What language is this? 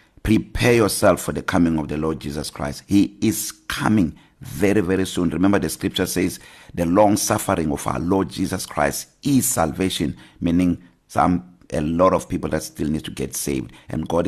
English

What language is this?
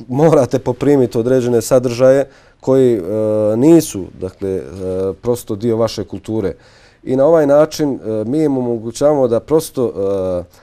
Bosnian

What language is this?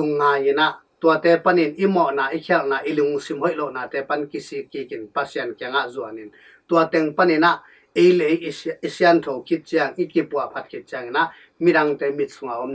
Tedim Chin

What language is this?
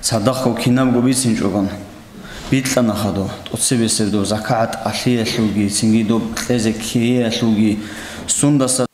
Avaric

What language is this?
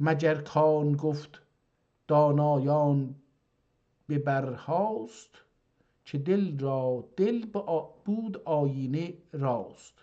South Azerbaijani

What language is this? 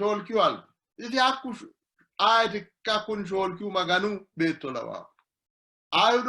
Sidamo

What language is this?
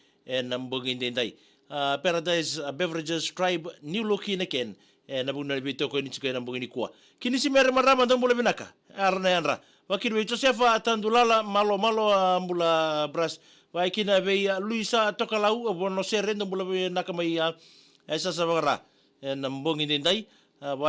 Fijian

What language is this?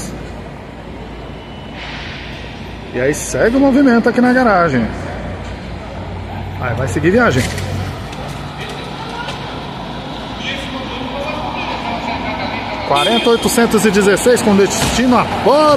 Portuguese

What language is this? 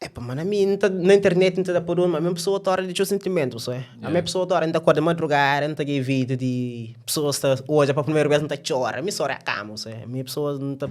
Kabuverdianu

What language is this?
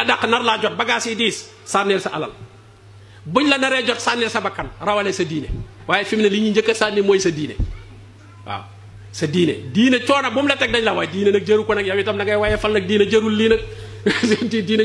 Wolof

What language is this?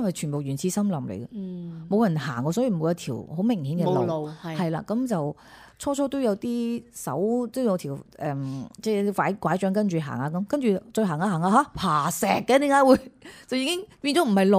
Cantonese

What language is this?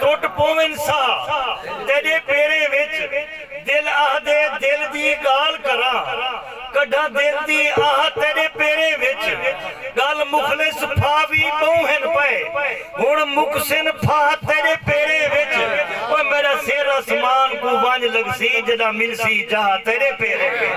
Saraiki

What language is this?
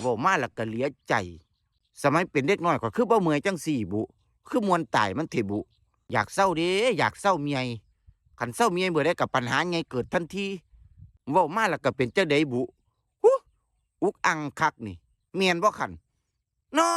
Northeastern Thai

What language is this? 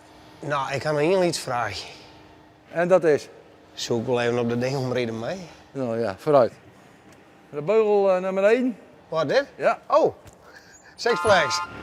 Western Frisian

